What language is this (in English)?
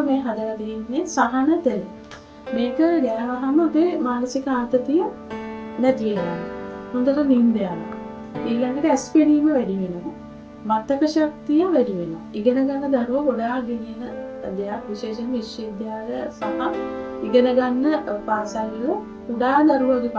Sinhala